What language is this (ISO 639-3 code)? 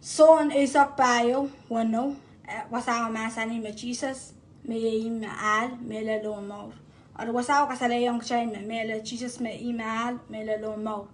pon